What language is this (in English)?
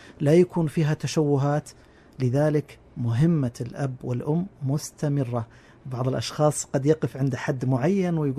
Najdi Arabic